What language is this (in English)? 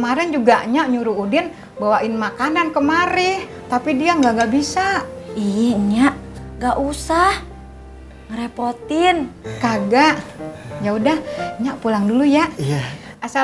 Betawi